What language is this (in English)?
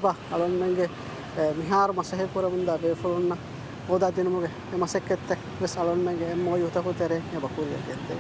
Divehi